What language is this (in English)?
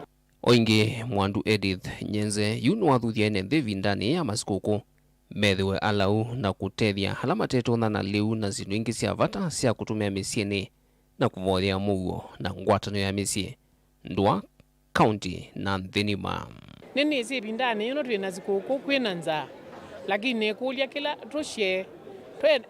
Kamba